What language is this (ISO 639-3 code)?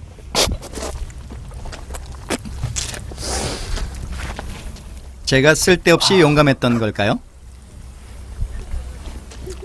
kor